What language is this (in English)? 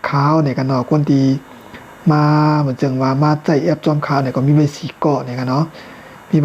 Shan